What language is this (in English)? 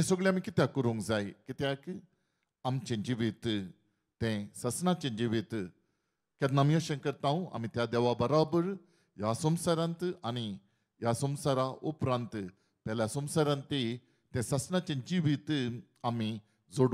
Konkani